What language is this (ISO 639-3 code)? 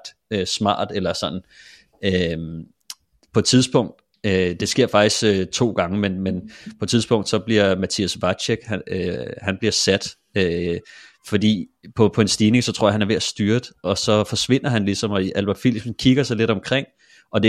dan